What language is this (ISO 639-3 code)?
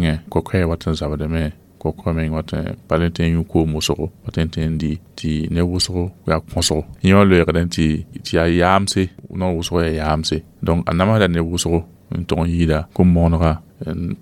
mos